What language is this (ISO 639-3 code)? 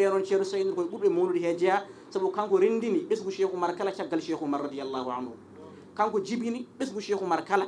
ful